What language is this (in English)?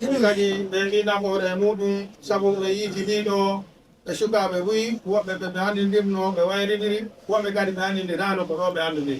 Fula